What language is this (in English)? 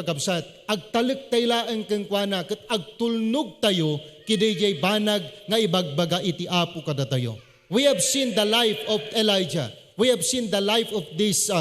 Iloko